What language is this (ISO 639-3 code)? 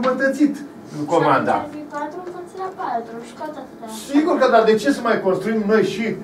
ron